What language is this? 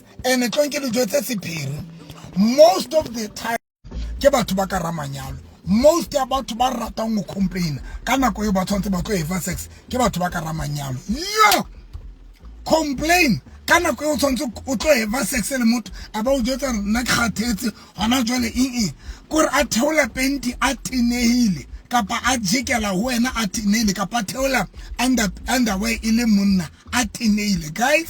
Southern Sotho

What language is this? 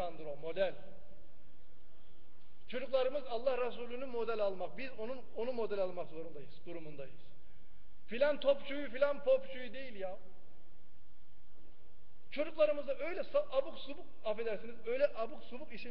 Turkish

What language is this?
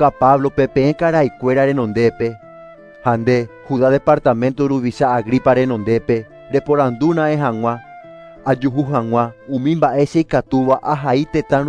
Guarani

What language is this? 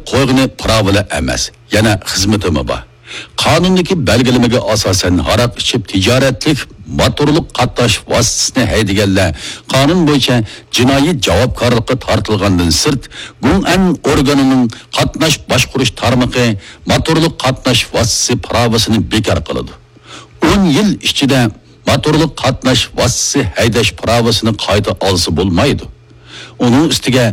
Uyghur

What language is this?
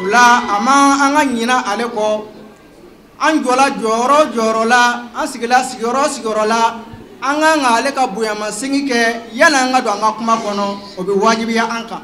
Bambara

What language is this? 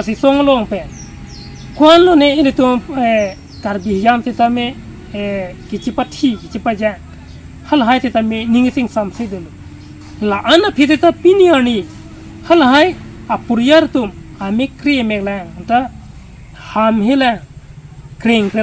Karbi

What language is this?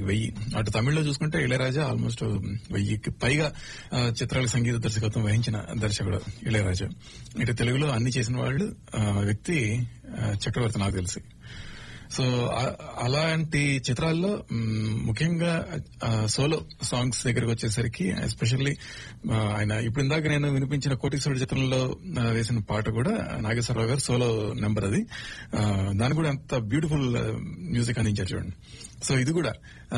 Telugu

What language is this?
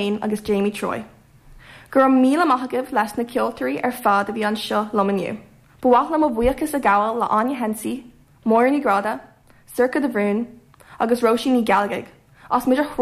Irish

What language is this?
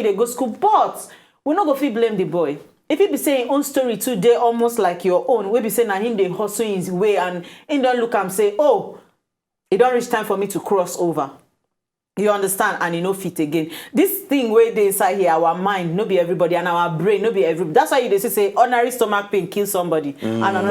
Nigerian Pidgin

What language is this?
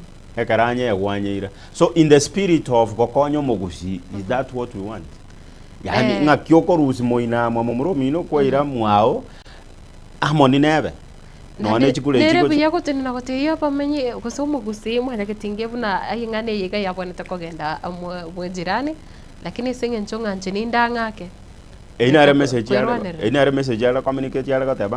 Gusii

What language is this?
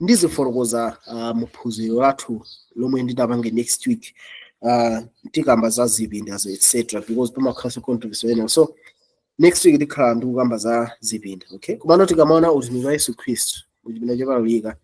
Nyanja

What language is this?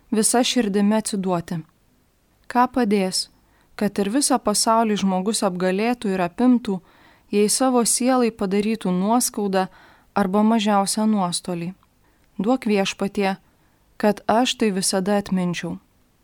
Lithuanian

